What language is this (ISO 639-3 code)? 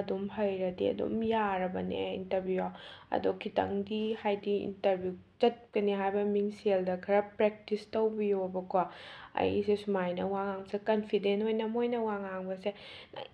mni